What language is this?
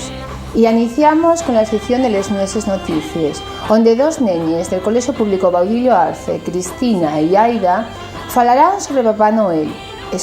Asturian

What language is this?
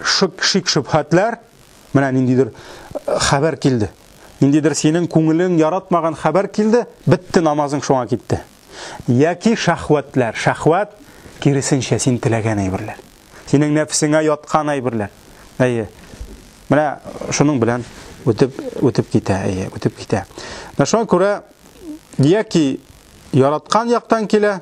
Tatar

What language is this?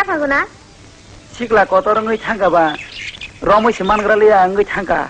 Kok Borok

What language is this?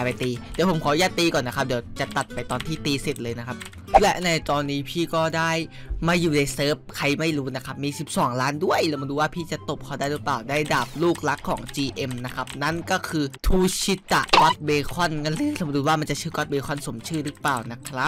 Thai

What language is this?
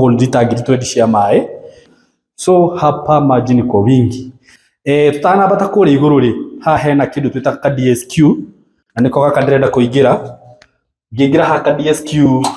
Kikuyu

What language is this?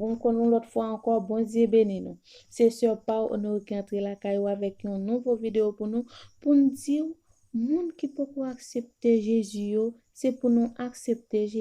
Haitian Creole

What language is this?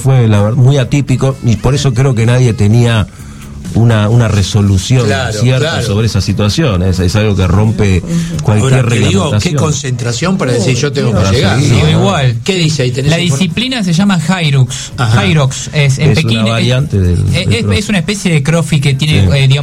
Spanish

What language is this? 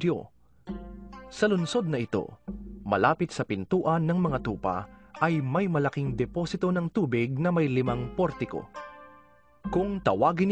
Filipino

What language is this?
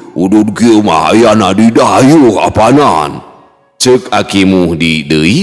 Sundanese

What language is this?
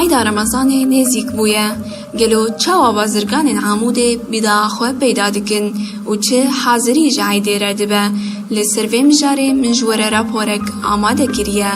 Kurdish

